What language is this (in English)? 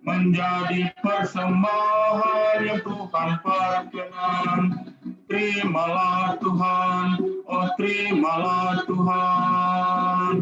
Batak Simalungun